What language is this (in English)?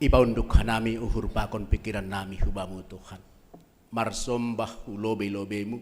Batak Simalungun